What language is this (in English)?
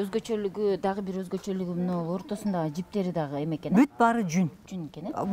Kyrgyz